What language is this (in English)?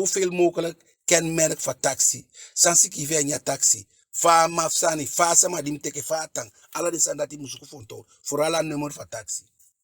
Eastern Maroon Creole